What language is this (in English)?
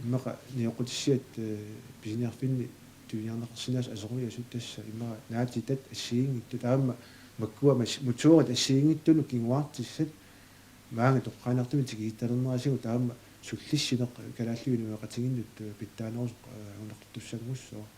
Kalaallisut